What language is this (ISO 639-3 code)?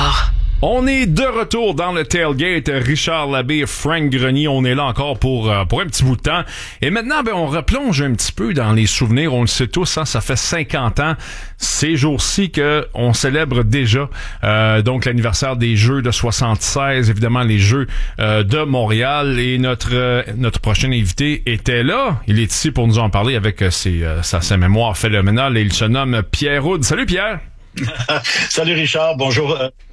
fra